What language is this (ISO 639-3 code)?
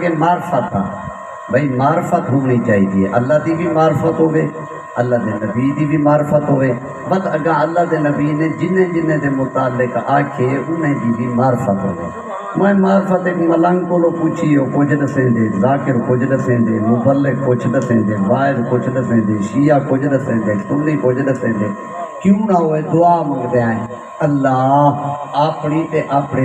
skr